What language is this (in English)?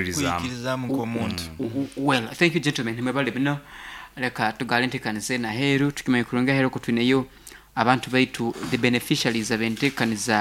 Nyoro